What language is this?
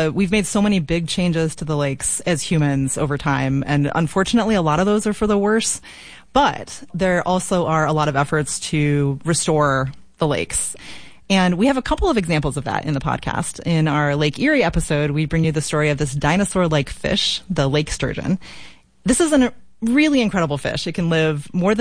English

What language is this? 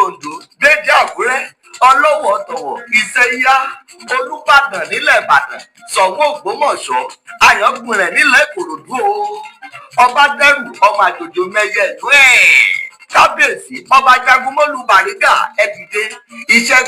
Yoruba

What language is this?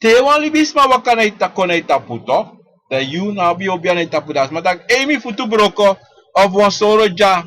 Sranan Tongo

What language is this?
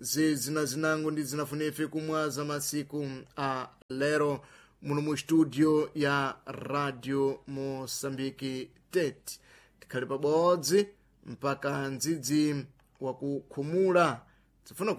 Sena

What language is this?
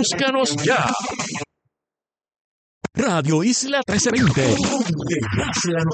Spanish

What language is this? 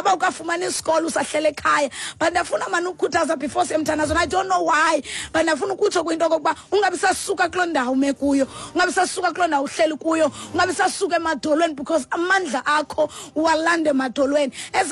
Xhosa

